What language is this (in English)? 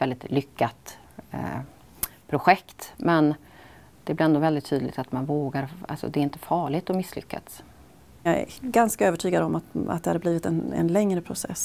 Swedish